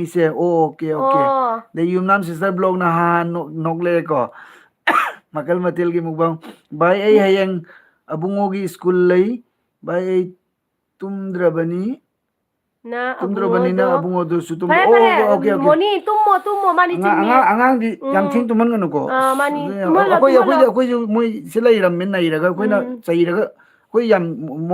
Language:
Manipuri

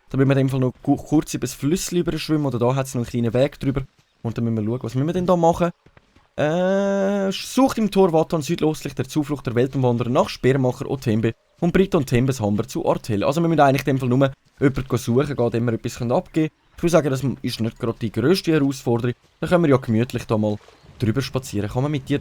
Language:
Swiss German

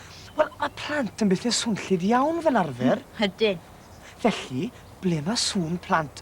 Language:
Welsh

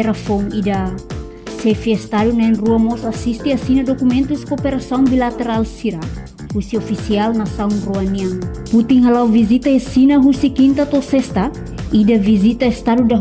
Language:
Tetum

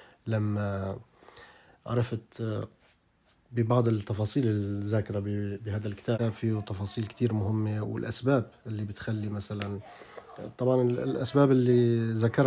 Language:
North Levantine Arabic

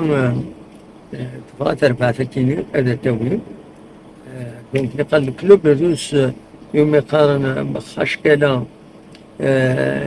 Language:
Kabyle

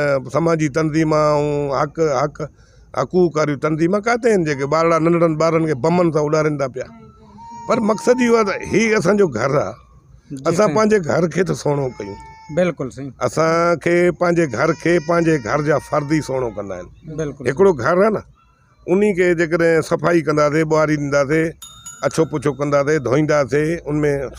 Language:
Sindhi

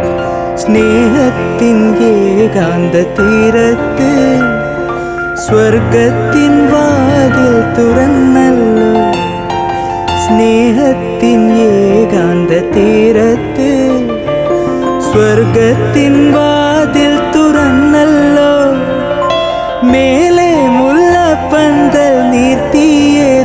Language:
Malayalam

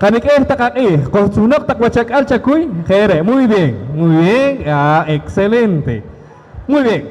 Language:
Poqomchi'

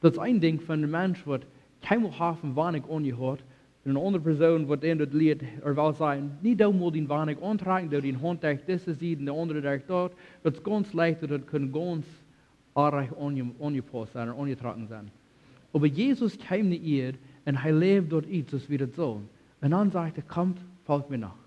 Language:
Plautdietsch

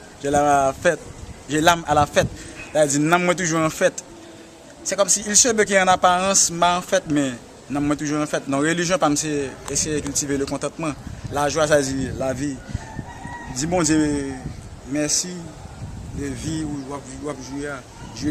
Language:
Haitian Creole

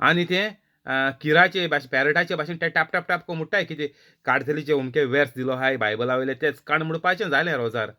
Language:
Konkani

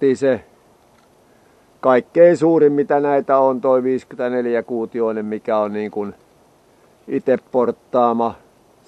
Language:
Finnish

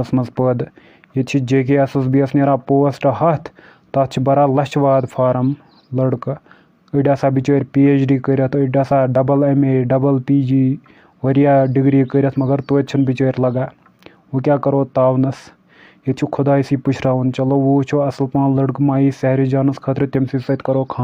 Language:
Kashmiri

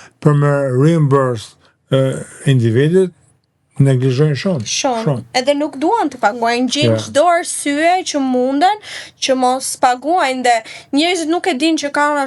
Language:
Albanian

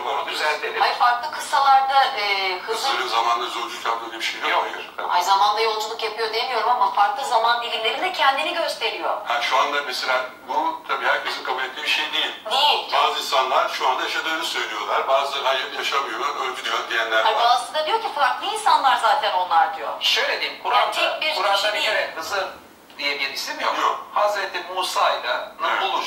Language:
Turkish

